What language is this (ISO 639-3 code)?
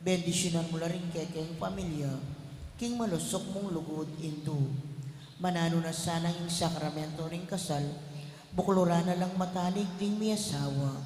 pam